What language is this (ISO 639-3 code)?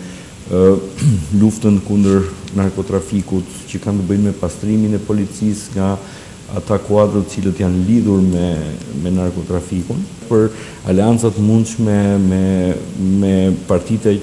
sqi